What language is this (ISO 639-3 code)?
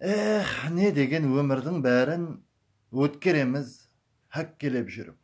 kaa